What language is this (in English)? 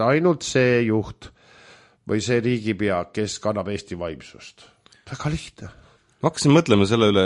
Estonian